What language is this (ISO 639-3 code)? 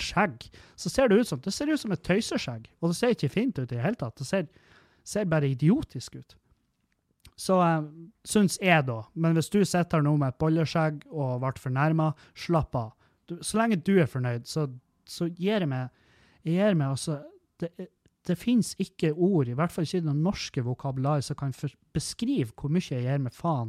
nor